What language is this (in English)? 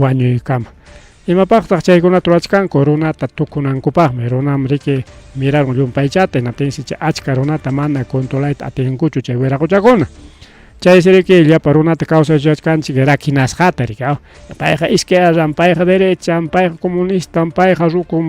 Ayacucho Quechua